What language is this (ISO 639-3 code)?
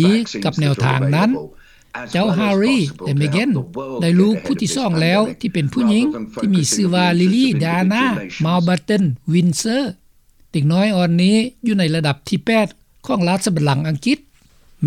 lao